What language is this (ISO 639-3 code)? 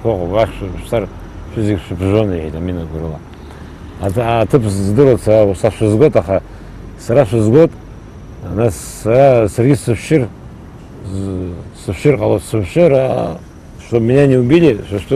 abk